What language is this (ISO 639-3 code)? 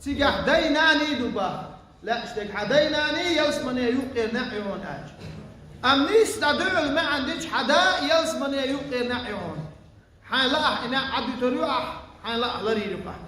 che